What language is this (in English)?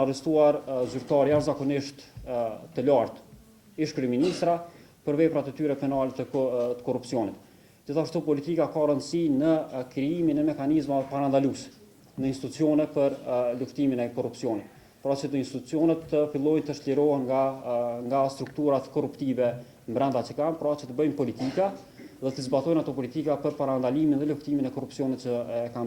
Albanian